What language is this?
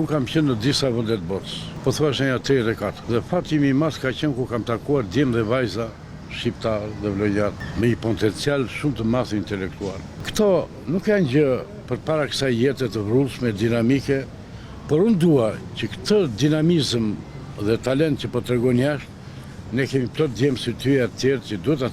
Albanian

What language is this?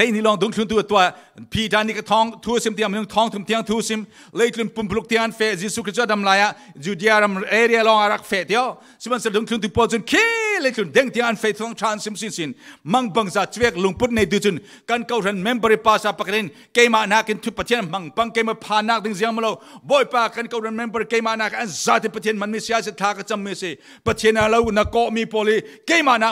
Falam Chin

